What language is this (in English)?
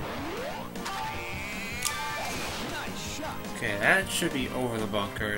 English